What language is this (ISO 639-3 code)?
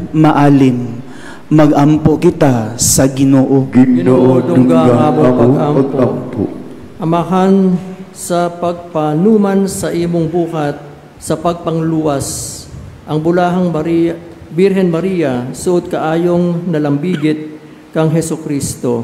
ceb